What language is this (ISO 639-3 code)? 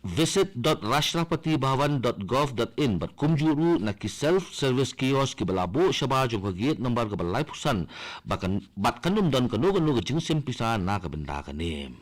kha